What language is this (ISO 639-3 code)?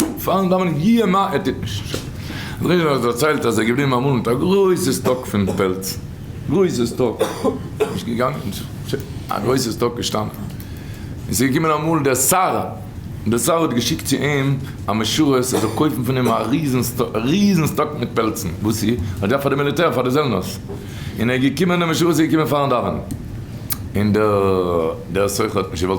yid